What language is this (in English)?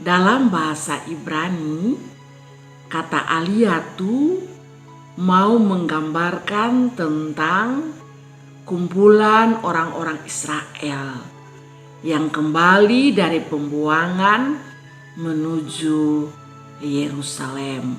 Kupang Malay